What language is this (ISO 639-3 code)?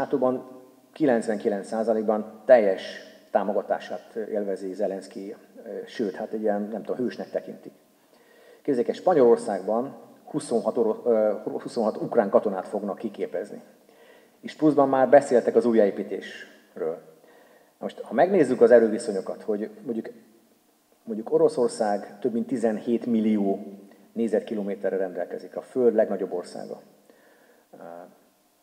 hun